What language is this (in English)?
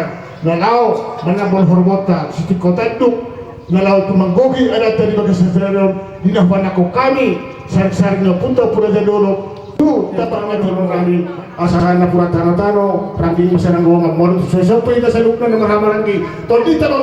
Batak Toba